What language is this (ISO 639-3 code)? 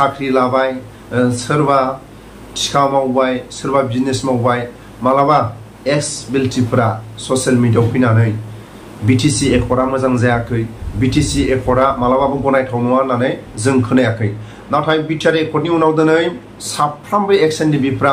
brx